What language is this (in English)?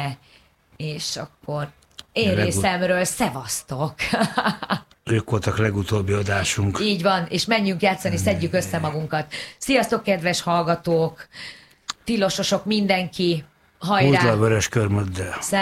Hungarian